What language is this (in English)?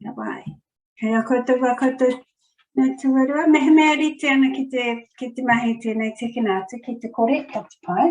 Māori